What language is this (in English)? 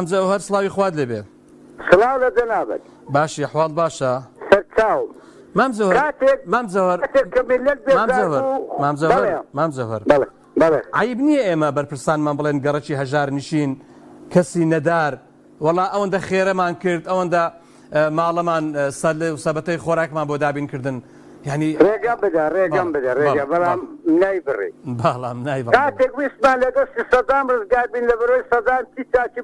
Central Kurdish